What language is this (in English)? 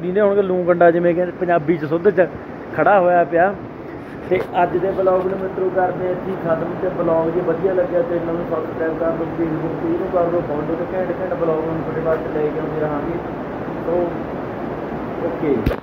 Punjabi